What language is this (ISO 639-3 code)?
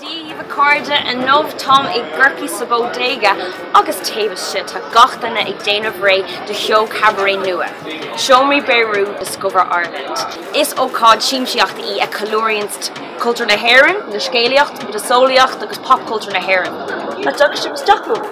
gle